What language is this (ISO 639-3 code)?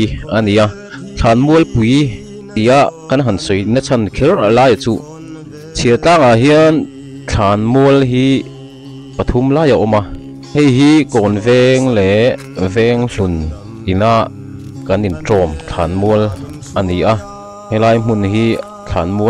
lus